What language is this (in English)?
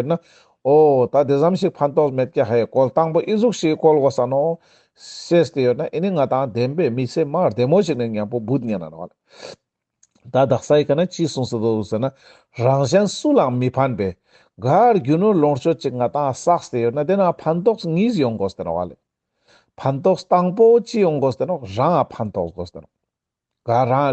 Ladakhi